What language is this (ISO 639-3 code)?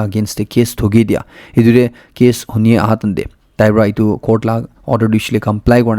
nag